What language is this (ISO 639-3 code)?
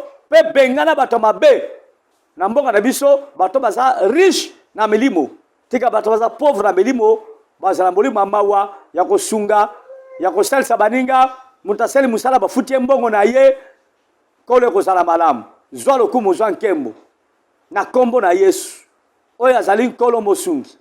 lin